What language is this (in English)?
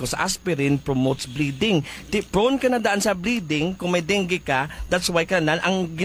Hiligaynon